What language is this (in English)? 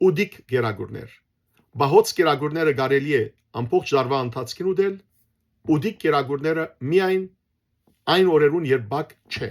Western Armenian